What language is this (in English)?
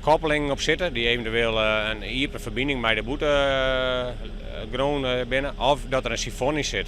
Western Frisian